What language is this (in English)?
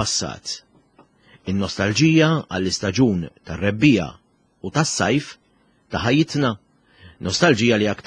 Maltese